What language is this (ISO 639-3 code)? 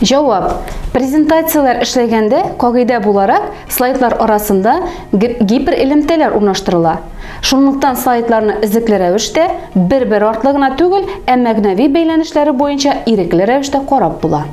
tat